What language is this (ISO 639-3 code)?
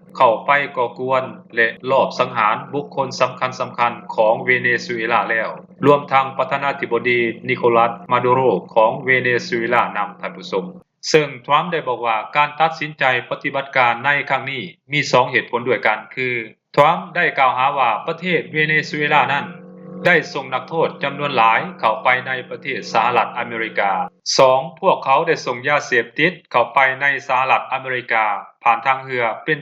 lao